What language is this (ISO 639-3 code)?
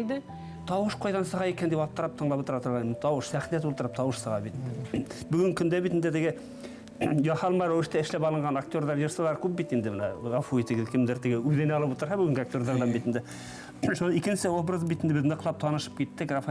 bak